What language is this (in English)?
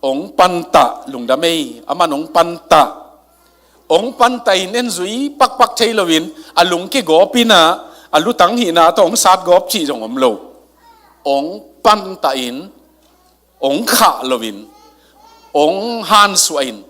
Tedim Chin